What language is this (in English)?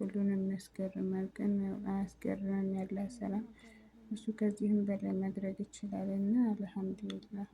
Amharic